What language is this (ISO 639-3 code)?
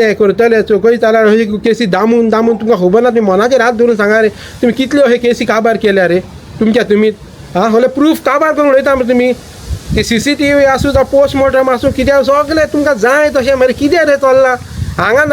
kok